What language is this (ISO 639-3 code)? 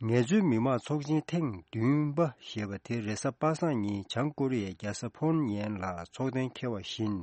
bod